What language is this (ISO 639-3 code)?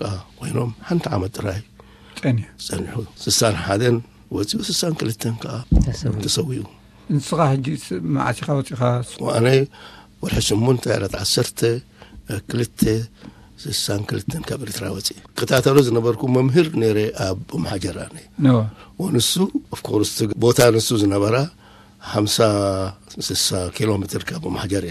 tir